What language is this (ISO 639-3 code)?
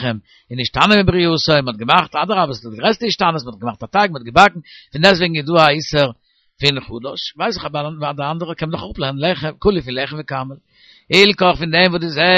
yid